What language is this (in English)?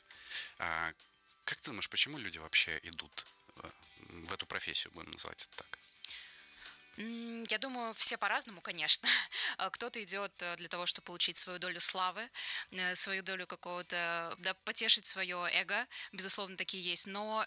Russian